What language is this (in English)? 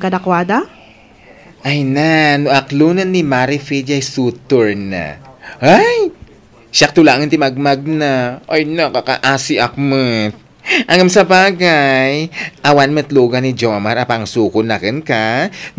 Iloko